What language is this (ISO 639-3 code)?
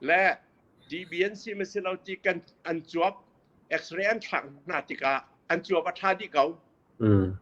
cnh